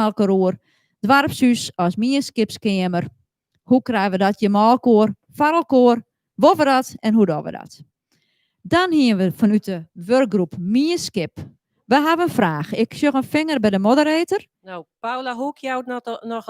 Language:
Western Frisian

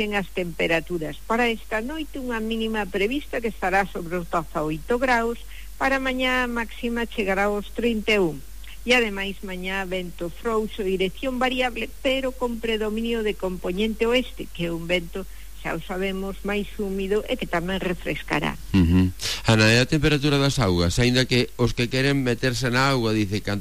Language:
Galician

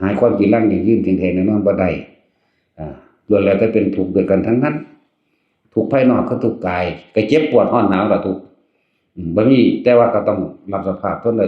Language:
Northeastern Thai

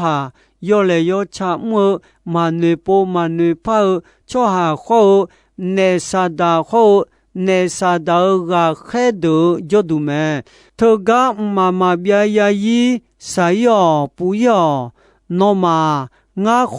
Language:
Akha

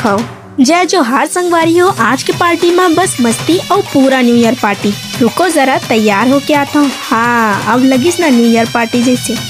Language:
Chhattisgarhi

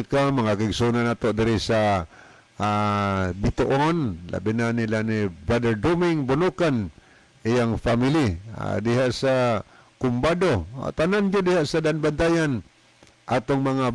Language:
Cebuano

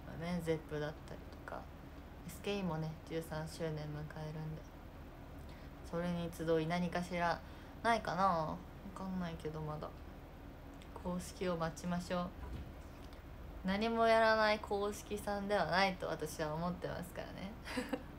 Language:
Japanese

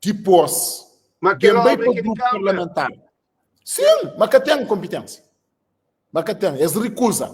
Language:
Kabuverdianu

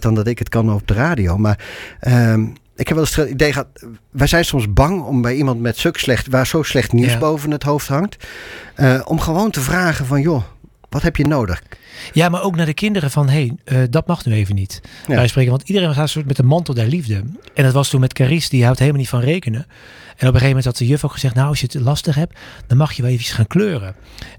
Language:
Dutch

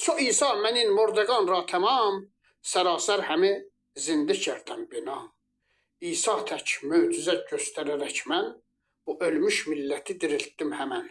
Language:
Azerbaijani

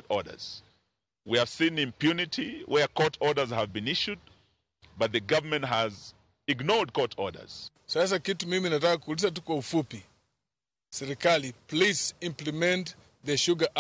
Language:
Luo (Kenya and Tanzania)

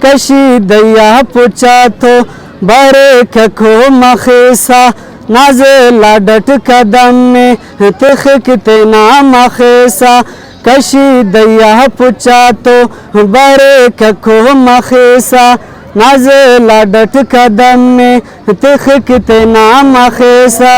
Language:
Brahui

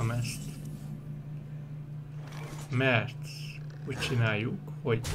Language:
Hungarian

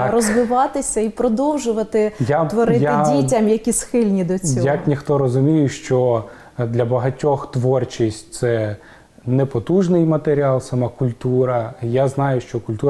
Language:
Ukrainian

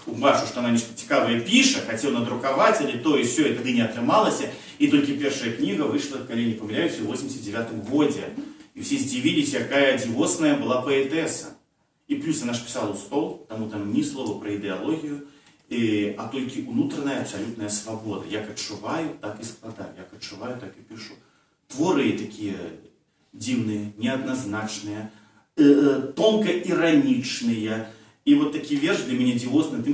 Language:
Belarusian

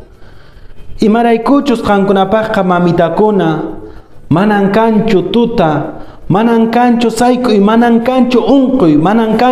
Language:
Quechua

